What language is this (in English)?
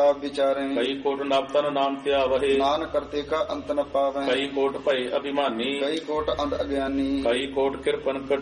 Punjabi